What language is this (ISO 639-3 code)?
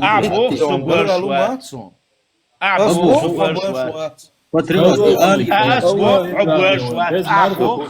che